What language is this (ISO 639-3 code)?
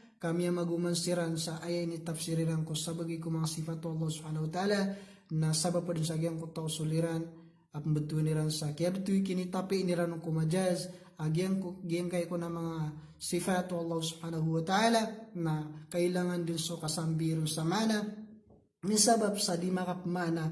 mrw